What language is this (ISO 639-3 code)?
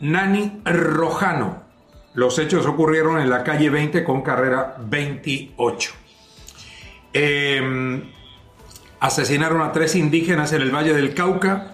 spa